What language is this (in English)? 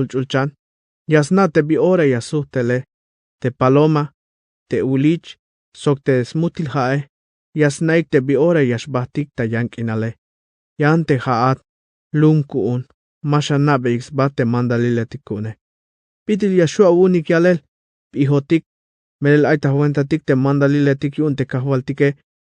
Tzeltal